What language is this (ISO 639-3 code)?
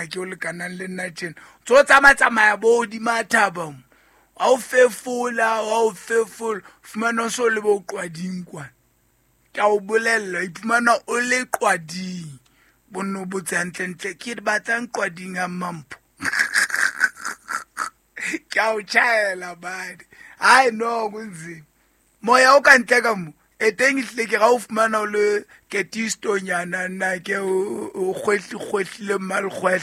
sot